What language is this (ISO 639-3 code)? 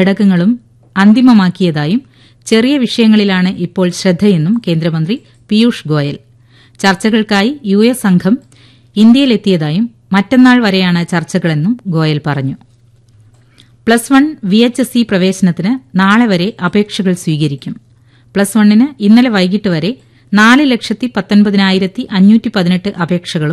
mal